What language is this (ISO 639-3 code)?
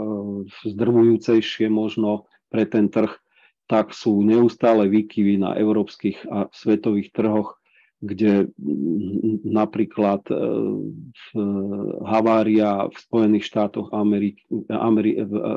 slk